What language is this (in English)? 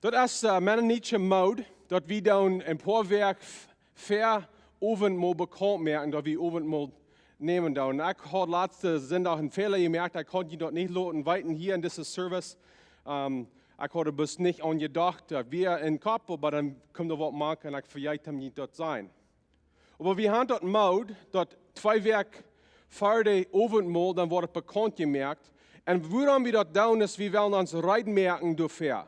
Plautdietsch